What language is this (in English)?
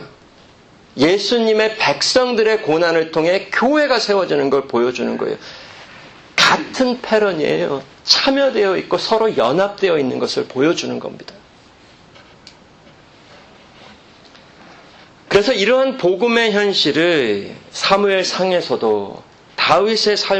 Korean